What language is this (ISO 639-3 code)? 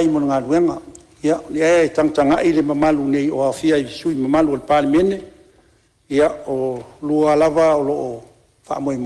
smo